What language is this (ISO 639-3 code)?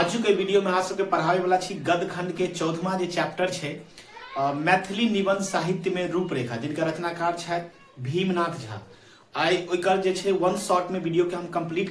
mai